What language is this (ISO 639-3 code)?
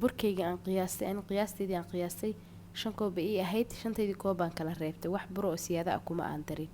som